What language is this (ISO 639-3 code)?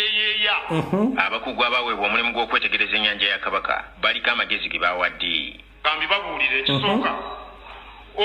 lug